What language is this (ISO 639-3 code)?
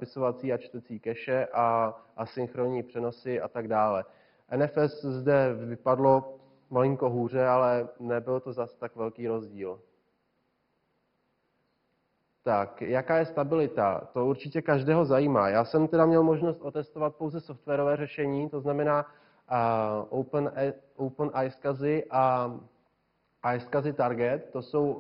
ces